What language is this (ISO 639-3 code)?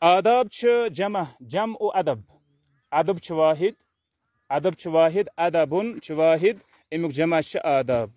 kas